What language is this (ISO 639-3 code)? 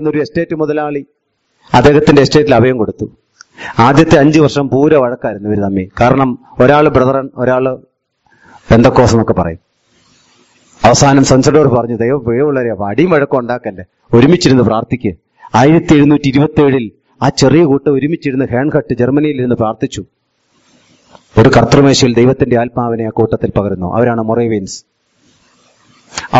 mal